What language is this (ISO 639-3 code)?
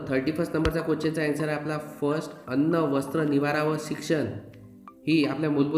mar